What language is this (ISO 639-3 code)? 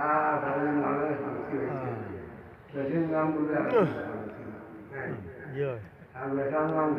syl